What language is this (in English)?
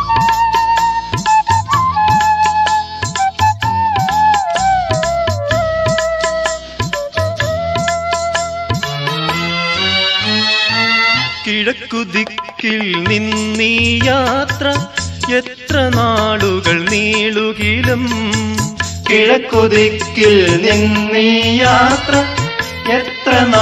Malayalam